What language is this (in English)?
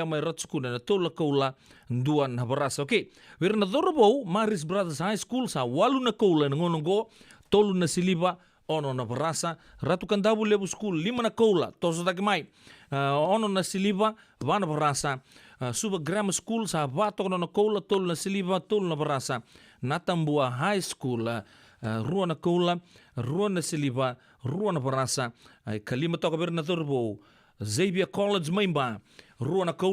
Fijian